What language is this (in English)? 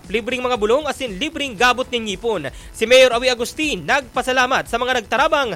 Bikol